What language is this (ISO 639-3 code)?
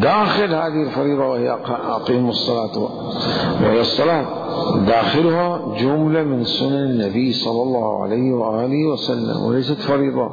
acm